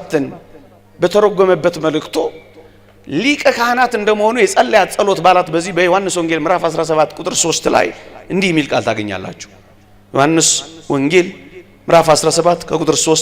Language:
Amharic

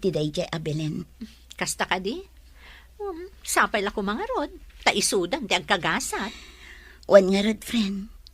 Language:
Iloko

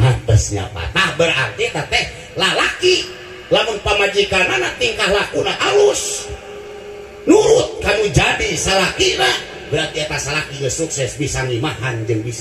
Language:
Sundanese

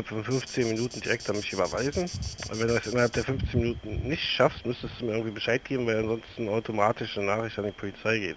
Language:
Swiss German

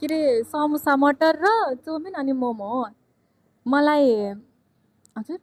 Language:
Nepali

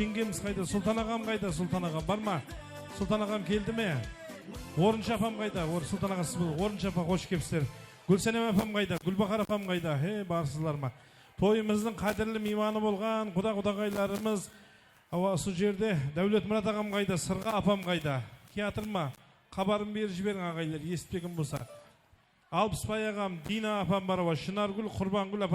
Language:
Kara-Kalpak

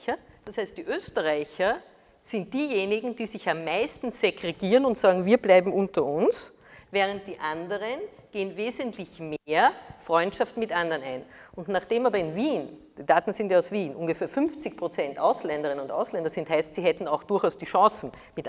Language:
German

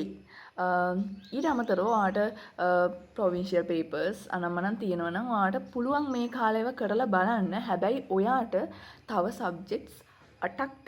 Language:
Sinhala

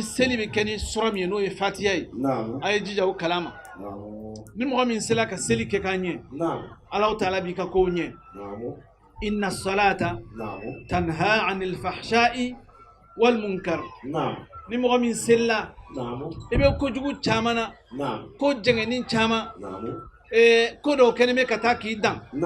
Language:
Bambara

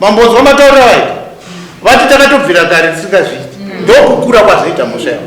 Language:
Shona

